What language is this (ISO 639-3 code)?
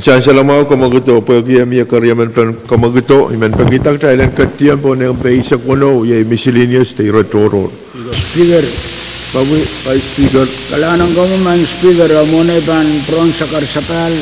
pon